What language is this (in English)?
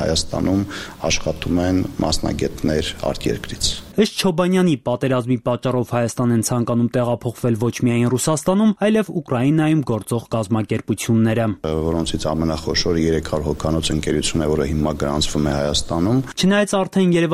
Armenian